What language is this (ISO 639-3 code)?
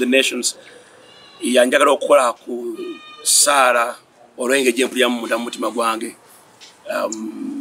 lug